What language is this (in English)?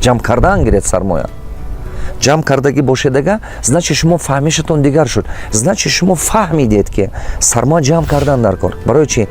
Tajik